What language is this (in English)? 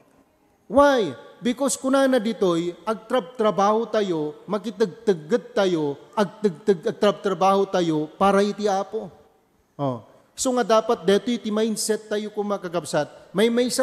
Iloko